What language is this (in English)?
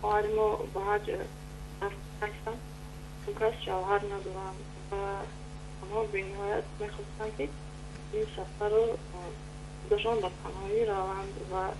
Persian